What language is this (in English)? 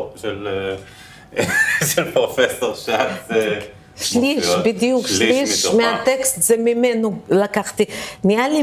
Hebrew